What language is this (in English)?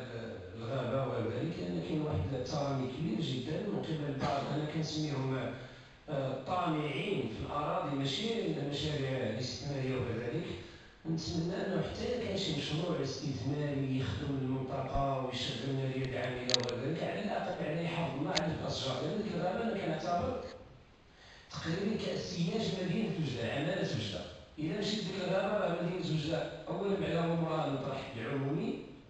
Moroccan Arabic